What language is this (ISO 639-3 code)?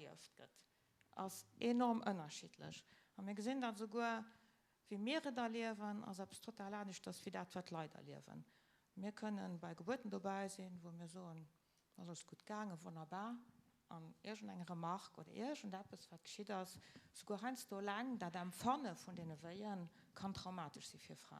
ltz